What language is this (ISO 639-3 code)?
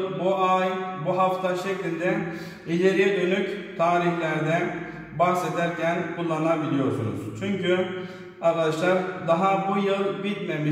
tur